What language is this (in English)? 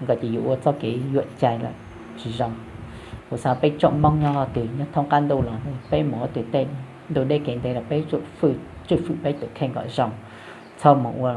Hmong